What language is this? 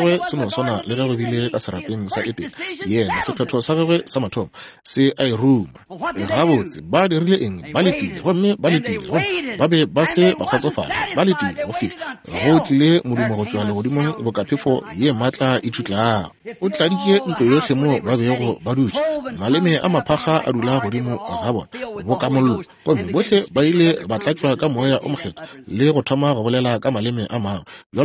Northern Sotho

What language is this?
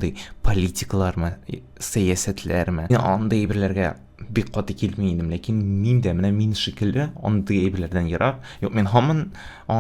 Tatar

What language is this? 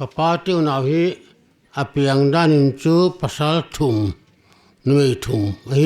Paite Chin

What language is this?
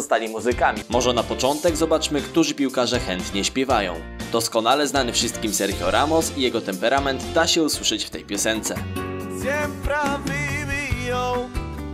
Polish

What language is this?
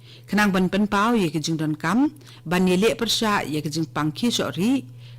Khasi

